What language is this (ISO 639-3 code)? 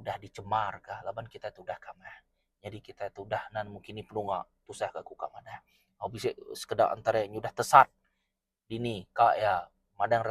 iba